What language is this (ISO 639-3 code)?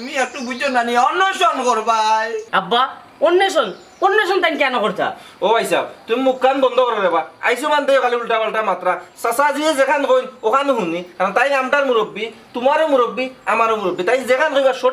syl